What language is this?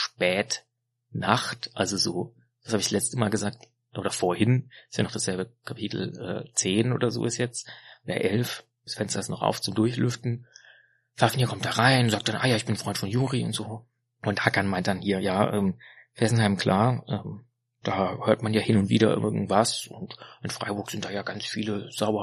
German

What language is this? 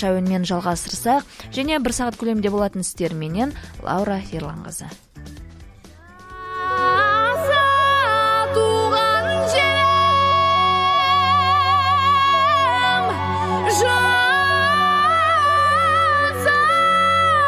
Kazakh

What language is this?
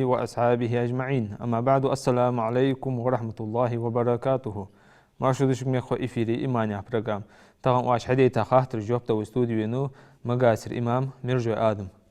Ingush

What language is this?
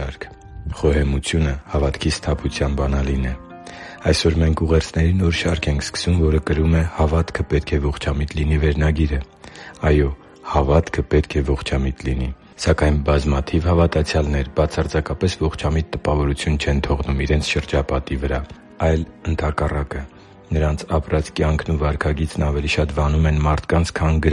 Armenian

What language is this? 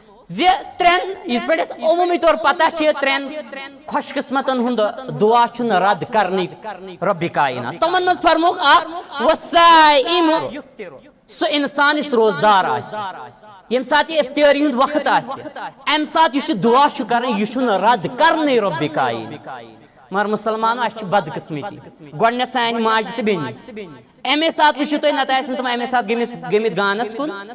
Kashmiri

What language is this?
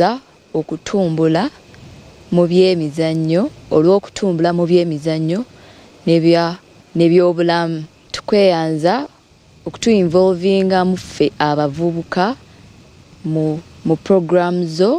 Ganda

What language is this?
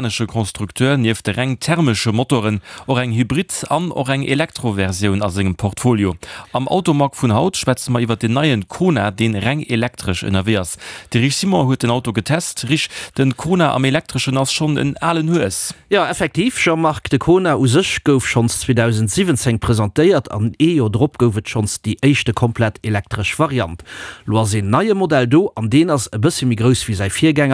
Luxembourgish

